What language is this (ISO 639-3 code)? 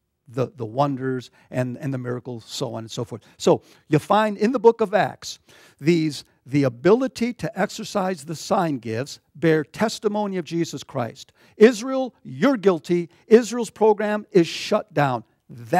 eng